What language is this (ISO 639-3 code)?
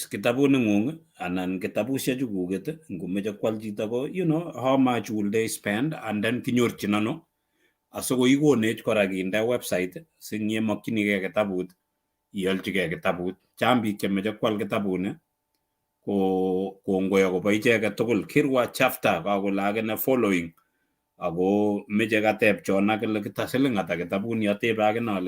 kln